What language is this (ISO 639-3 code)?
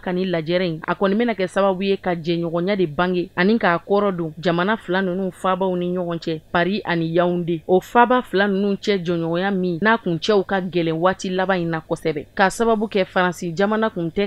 bam